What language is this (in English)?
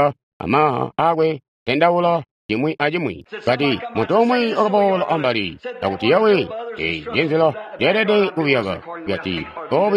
Tonga (Zambia)